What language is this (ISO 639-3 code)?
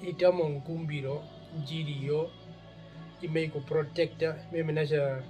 her